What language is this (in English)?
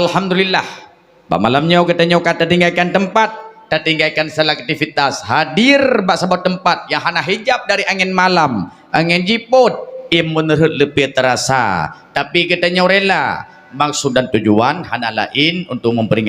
Achinese